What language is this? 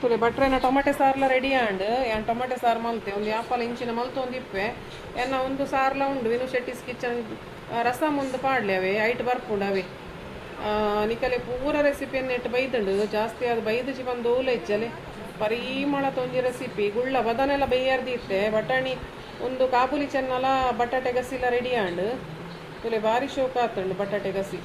Tulu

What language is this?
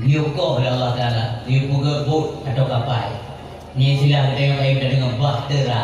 Achinese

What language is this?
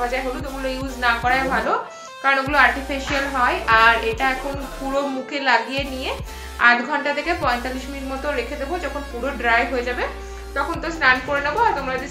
Bangla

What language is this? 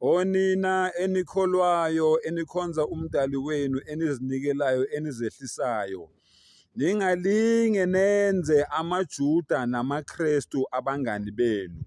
Zulu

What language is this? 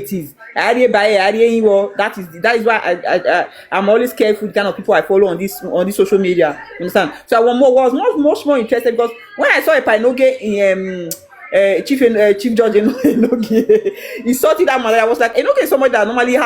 Nigerian Pidgin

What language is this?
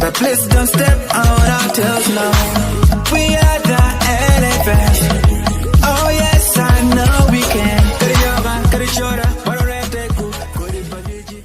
Acoli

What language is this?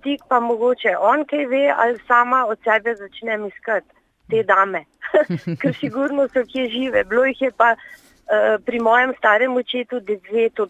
Slovenian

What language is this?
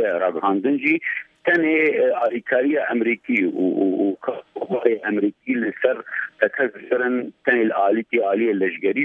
Kurdish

